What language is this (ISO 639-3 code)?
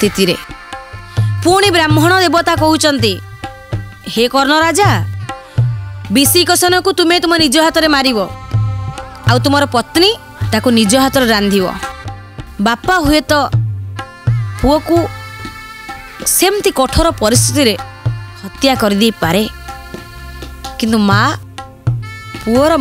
ori